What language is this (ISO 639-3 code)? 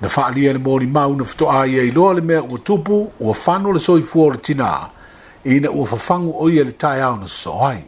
smo